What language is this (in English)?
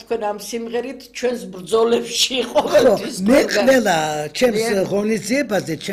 Georgian